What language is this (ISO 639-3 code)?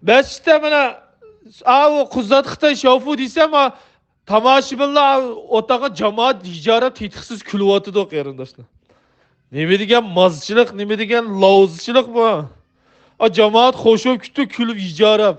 uig